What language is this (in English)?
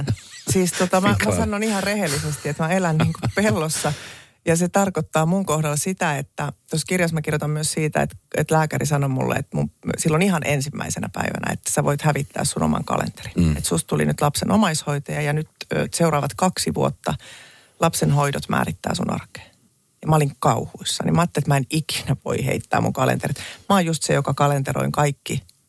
Finnish